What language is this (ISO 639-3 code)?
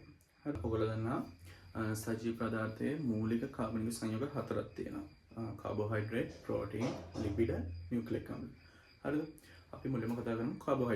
sin